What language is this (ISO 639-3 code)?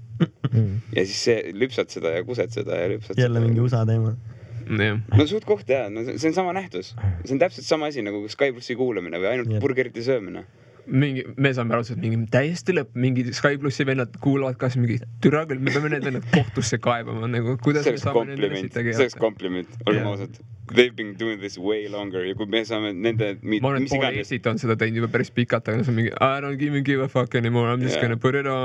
est